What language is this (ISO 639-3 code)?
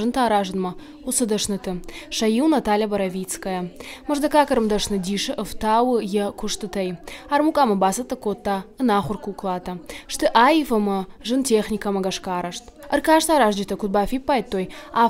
oss